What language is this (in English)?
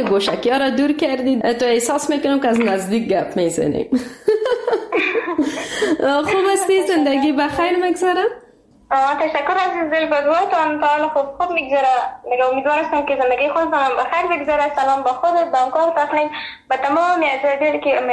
Persian